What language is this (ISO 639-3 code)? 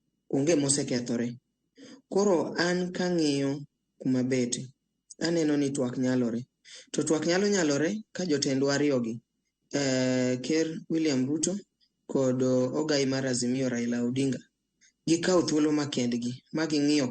luo